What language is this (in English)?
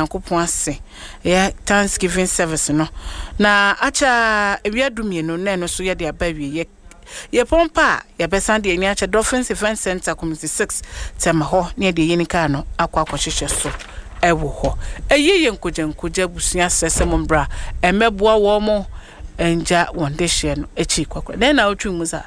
Akan